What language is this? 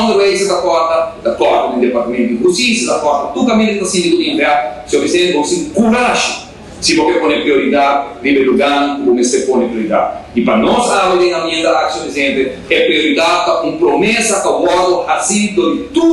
Papiamento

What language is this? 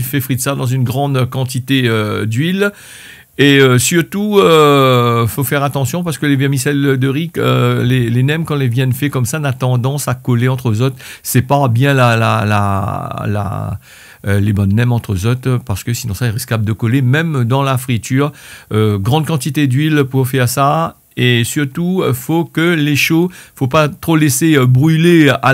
Réunion Creole French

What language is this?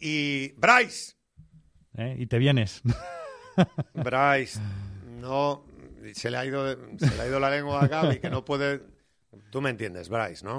Spanish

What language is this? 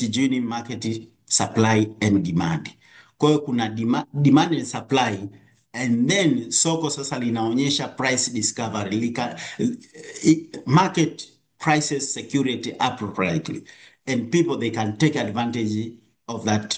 Swahili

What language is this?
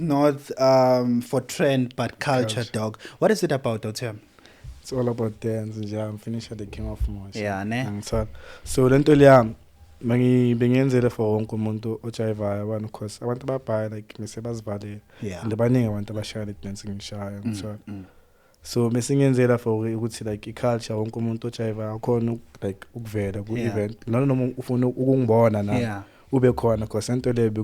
Zulu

